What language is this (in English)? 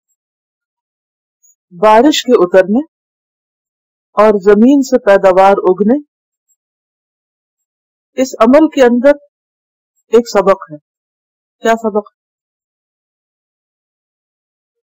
Urdu